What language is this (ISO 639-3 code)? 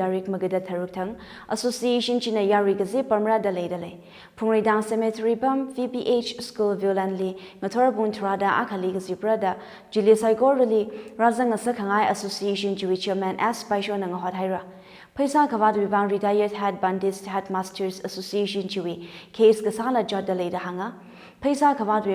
nmf